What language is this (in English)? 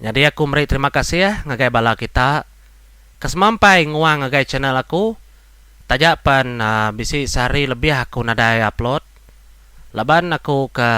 Iban